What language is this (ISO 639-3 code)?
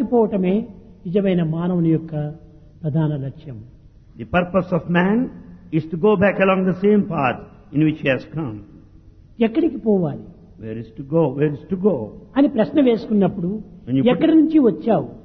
tel